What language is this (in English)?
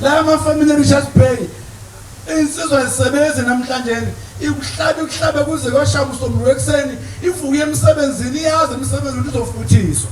Zulu